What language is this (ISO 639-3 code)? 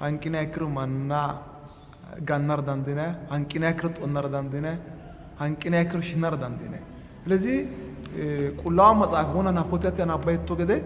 sid